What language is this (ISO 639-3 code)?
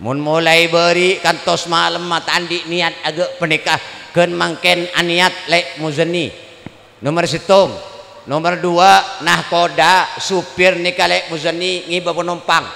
mad